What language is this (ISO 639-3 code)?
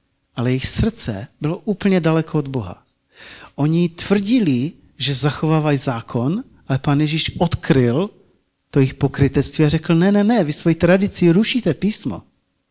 ces